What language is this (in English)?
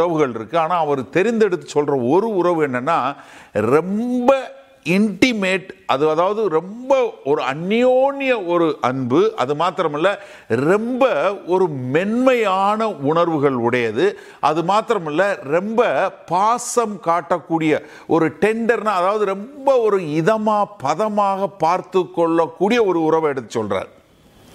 Tamil